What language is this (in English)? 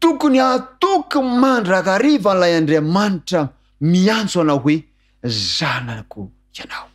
Malagasy